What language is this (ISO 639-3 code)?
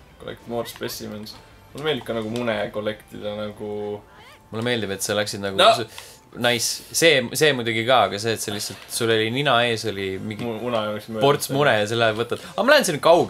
est